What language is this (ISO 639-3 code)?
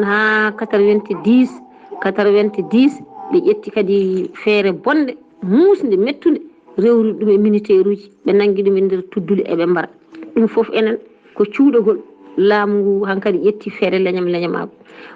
ful